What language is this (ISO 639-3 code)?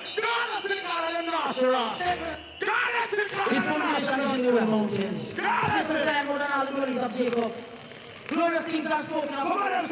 jam